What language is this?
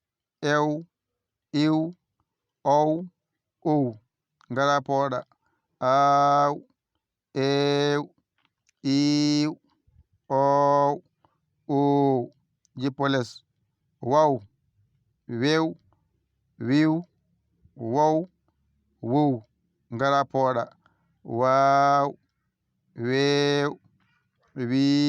Fula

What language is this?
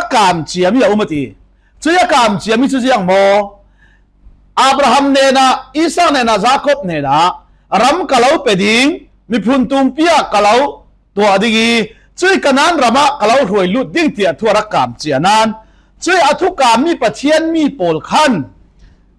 Falam Chin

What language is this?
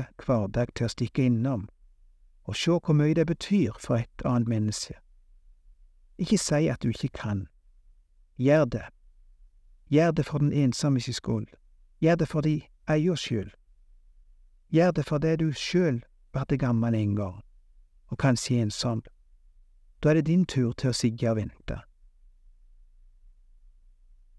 Norwegian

